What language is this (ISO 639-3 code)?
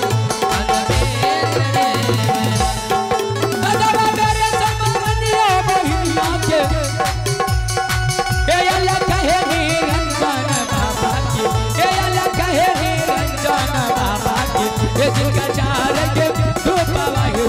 bho